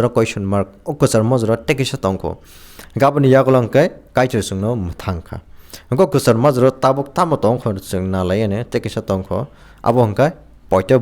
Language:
Kok Borok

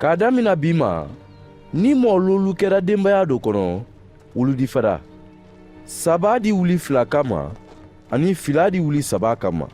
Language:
Mandingo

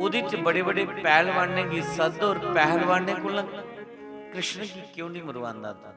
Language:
Dogri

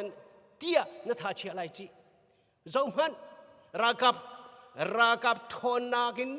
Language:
Hakha Chin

